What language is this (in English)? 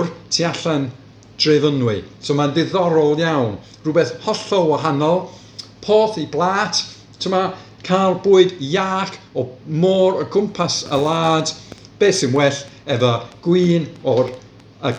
Welsh